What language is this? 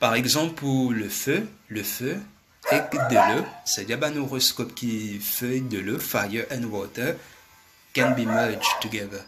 Morisyen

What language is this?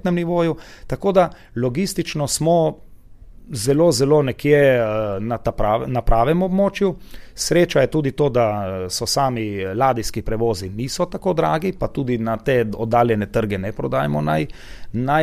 Slovenian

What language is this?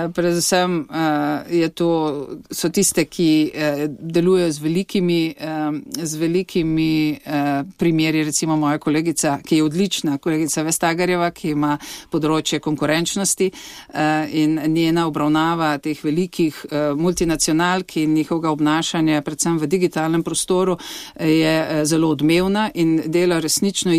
Slovenian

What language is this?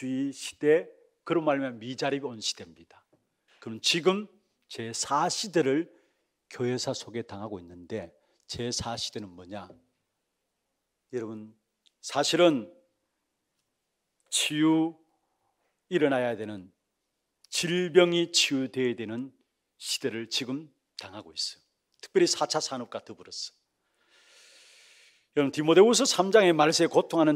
Korean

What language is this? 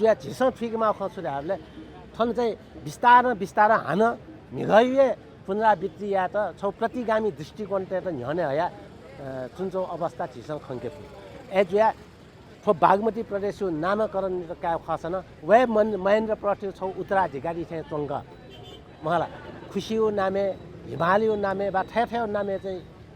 Newari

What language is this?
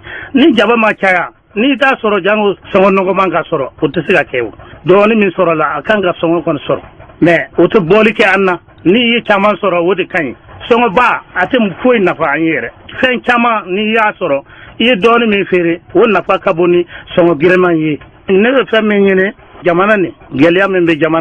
Bambara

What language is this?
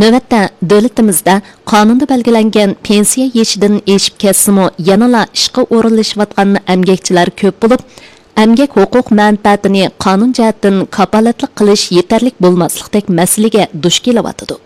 Uyghur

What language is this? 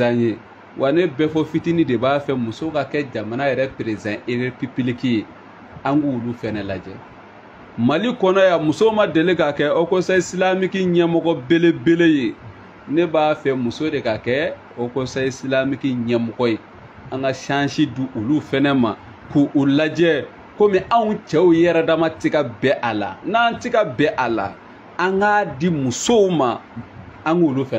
Bambara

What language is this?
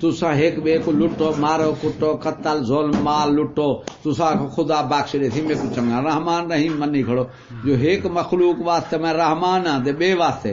Saraiki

